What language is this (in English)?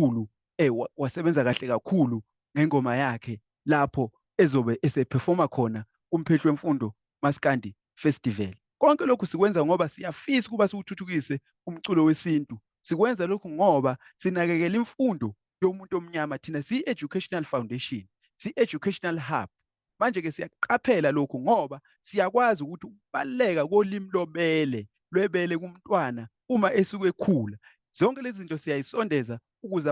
Zulu